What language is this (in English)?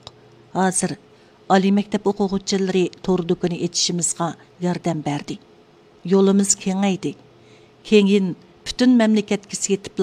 Uyghur